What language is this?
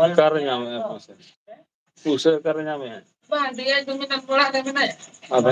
Santali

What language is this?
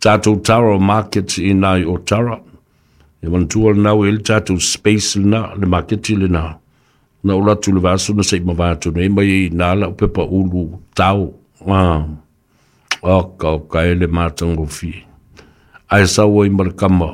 Samoan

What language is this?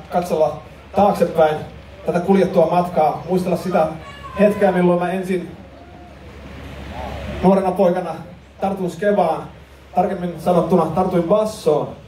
Finnish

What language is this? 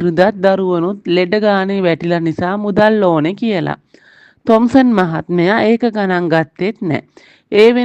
Sinhala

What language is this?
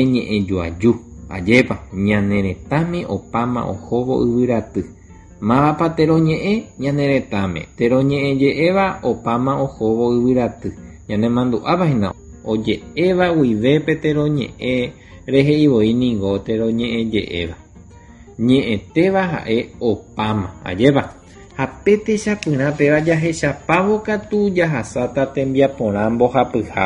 Guarani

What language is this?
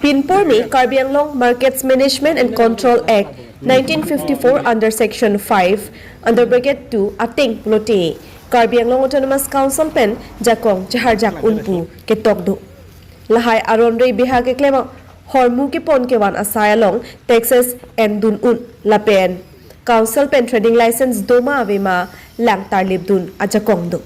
Karbi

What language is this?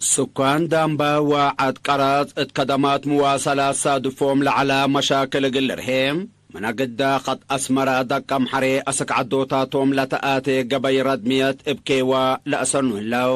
Tigre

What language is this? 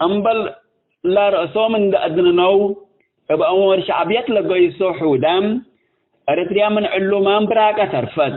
Tigre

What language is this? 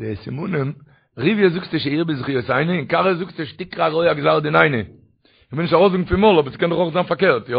Yiddish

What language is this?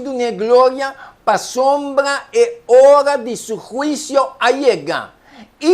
Papiamento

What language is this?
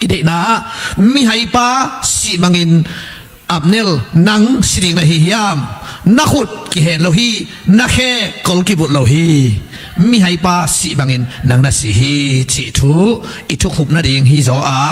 Tedim Chin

